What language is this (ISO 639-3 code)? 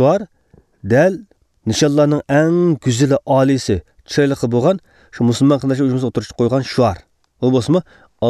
uig